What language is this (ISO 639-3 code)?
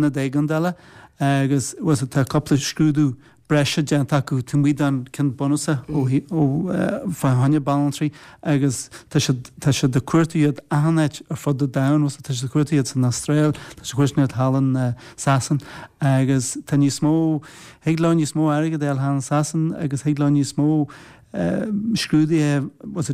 gle